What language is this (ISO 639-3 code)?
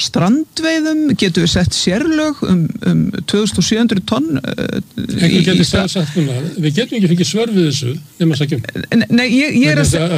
isl